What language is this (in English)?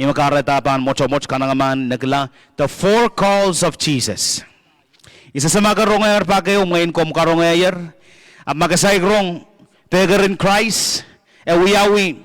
Pohnpeian